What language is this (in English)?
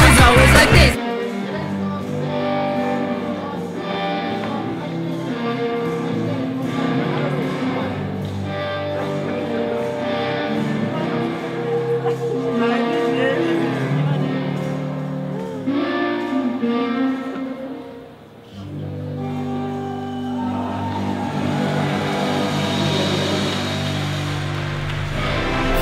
Slovak